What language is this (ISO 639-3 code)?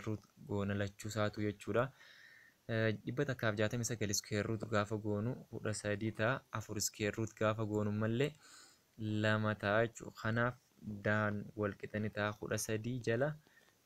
orm